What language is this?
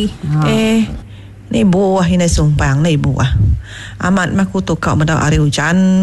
Iban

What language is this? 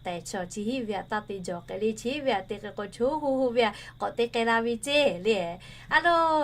Lahu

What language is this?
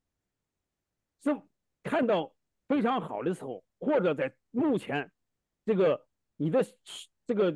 Chinese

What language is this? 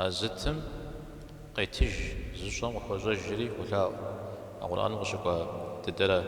Kabardian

